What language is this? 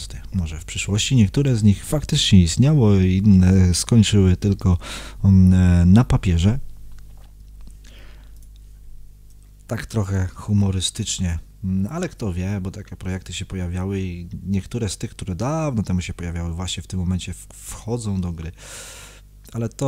Polish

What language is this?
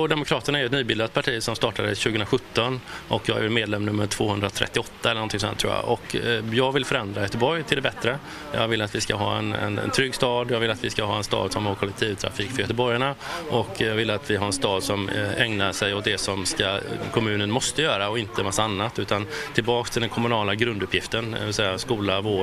Swedish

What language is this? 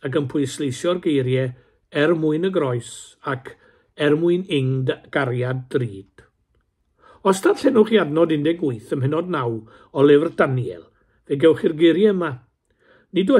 Welsh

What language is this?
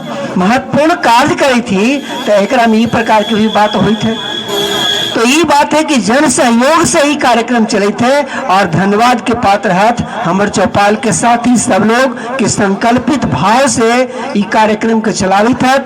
Magahi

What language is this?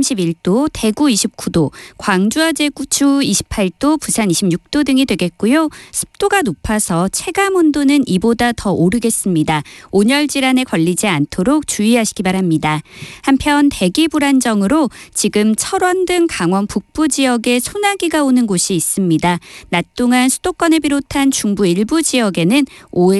Korean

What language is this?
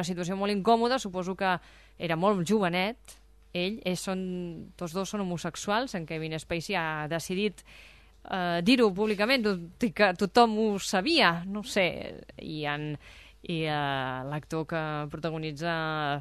Catalan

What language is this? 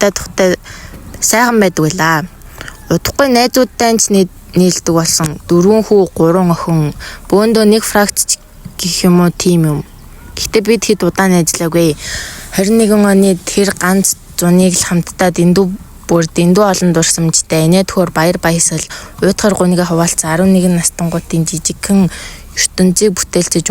Mongolian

